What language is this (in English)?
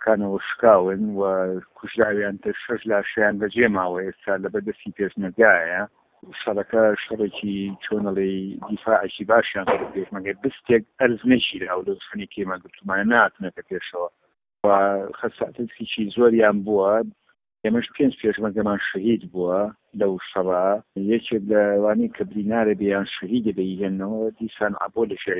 Central Kurdish